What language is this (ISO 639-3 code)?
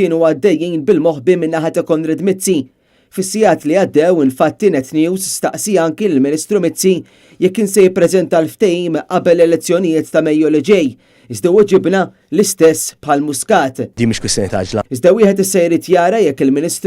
mlt